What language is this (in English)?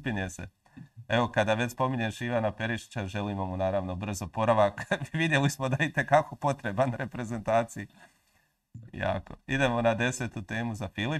Croatian